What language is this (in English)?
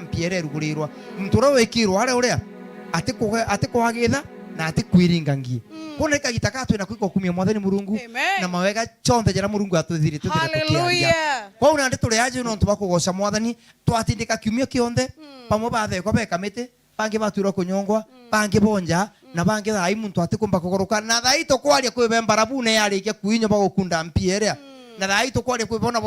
Meru